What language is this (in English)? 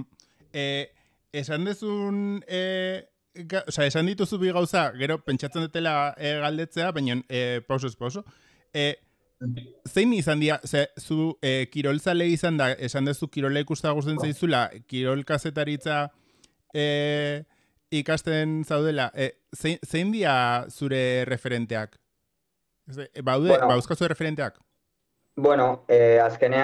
Basque